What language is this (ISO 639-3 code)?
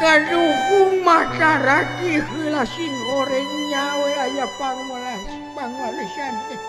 sun